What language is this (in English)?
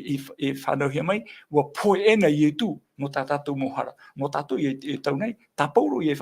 Tahitian